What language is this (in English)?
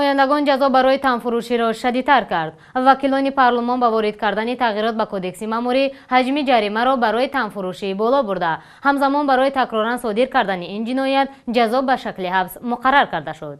Tajik